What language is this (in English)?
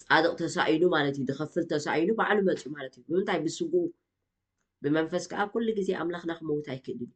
Tigrinya